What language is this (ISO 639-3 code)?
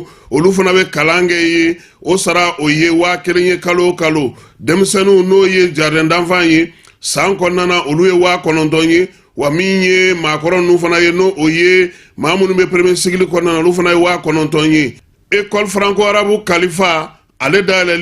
bam